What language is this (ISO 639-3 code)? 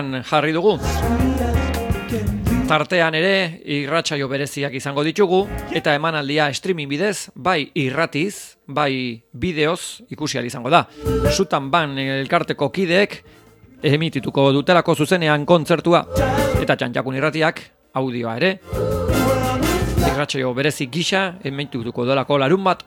eus